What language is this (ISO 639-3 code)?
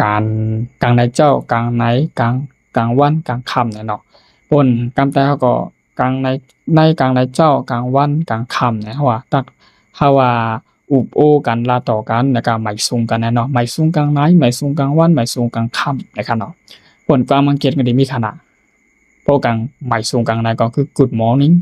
shn